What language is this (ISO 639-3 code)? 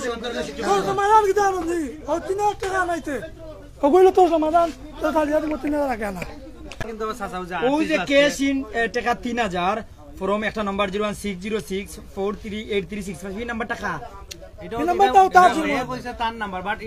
syl